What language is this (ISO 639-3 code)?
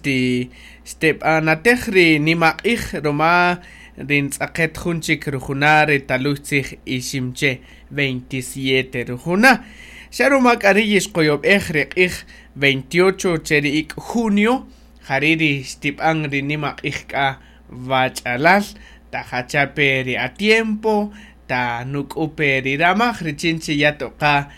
cak